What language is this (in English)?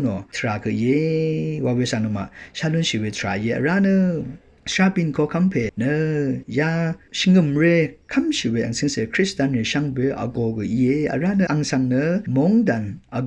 Rawang